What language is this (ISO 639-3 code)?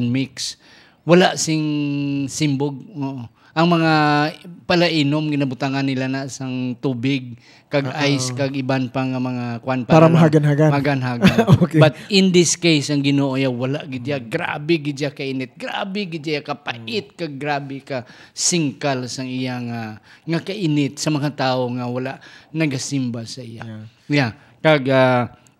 hil